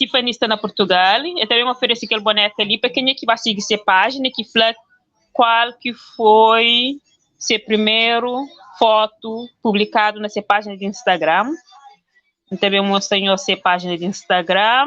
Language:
Kabuverdianu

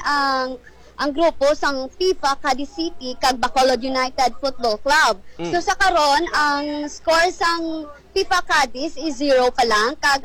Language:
Hiligaynon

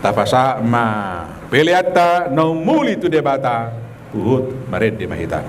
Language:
Batak Toba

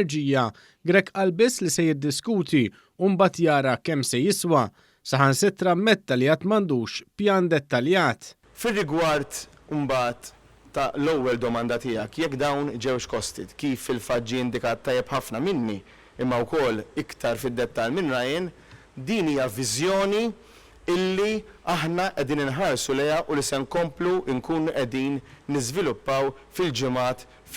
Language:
Maltese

